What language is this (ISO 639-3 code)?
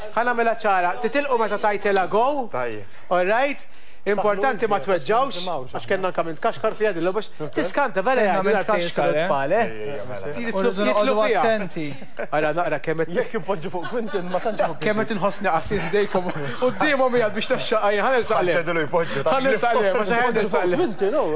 mlt